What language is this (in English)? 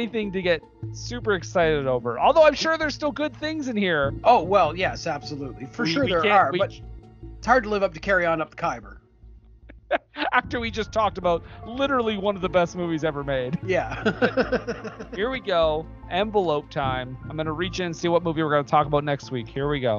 English